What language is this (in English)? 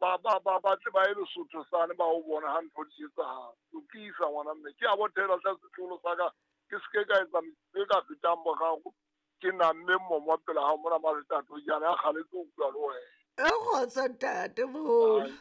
Southern Sotho